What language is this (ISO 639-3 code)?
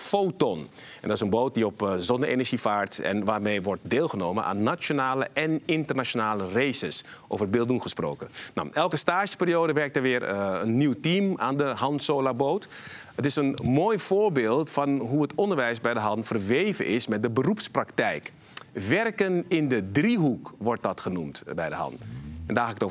nld